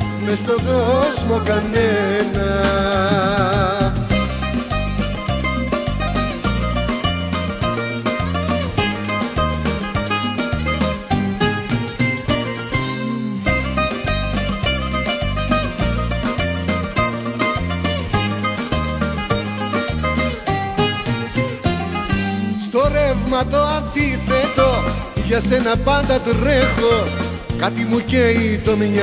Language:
Greek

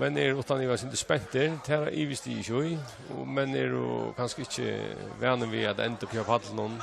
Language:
Faroese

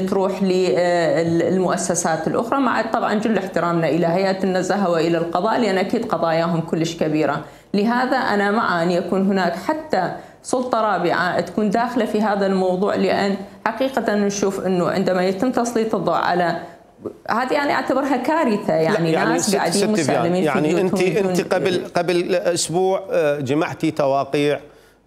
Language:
Mesopotamian Arabic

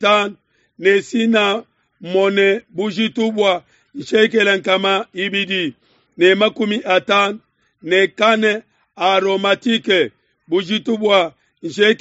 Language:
Luba-Lulua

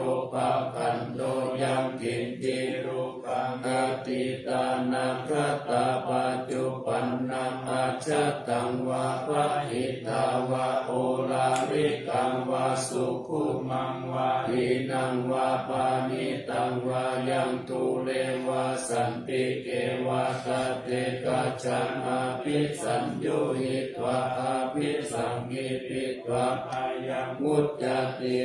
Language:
Pali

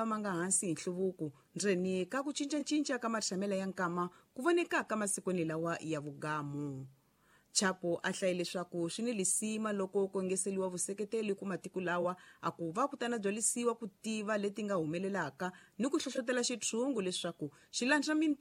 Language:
Tsonga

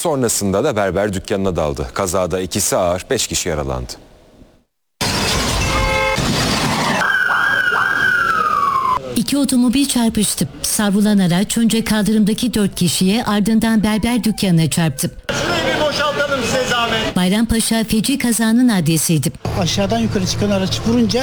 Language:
Turkish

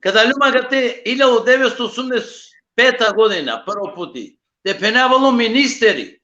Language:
Balkan Romani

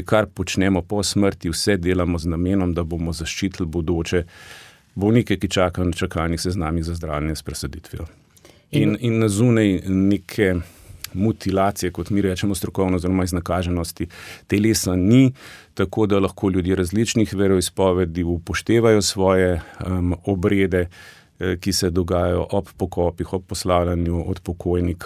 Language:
Slovenian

